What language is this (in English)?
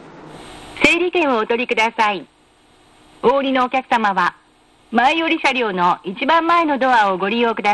Japanese